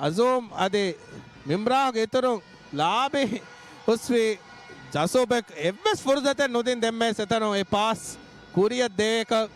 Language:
Divehi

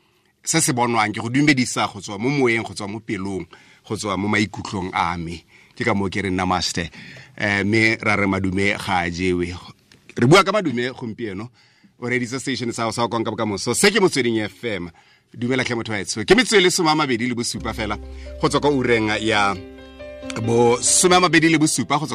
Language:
Tswana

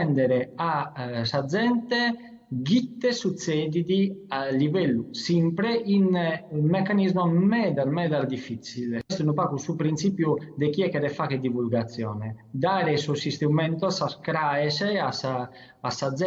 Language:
Sardinian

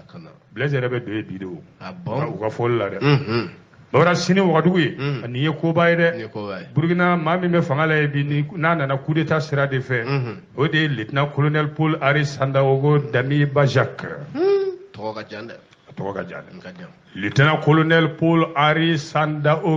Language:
Bambara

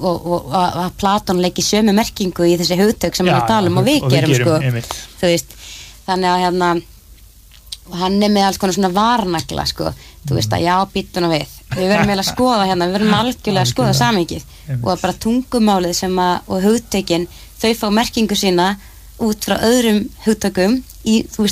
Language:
Icelandic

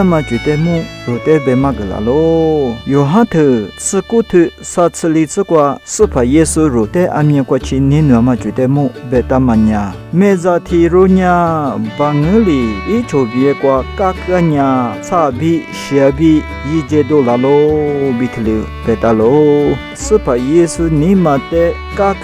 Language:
Lisu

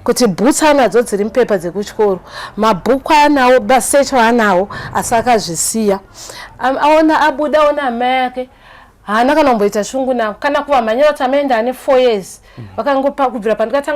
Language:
Shona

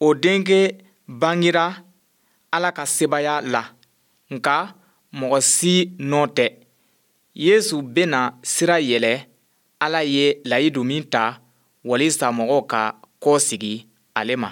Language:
Bambara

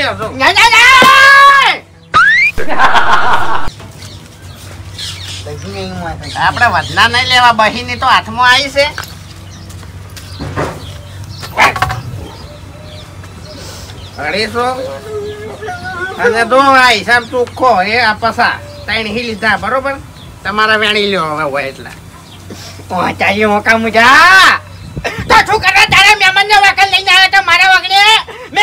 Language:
Gujarati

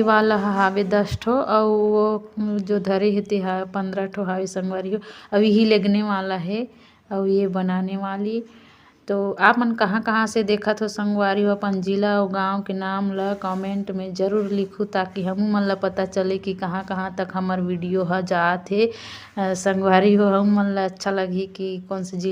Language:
Chhattisgarhi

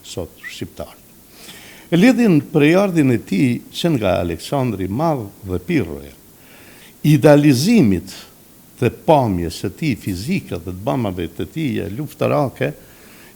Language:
Albanian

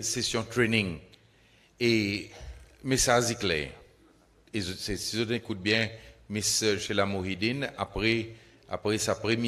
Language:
Seselwa Creole French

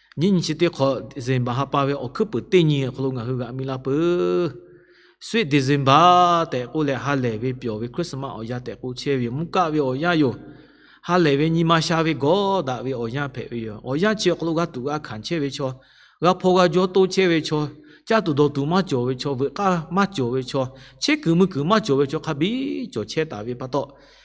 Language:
Lahu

